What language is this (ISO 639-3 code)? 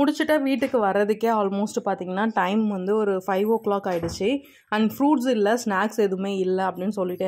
tam